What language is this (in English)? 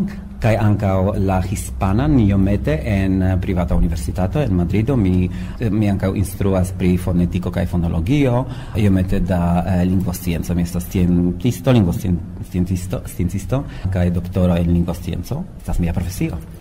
Esperanto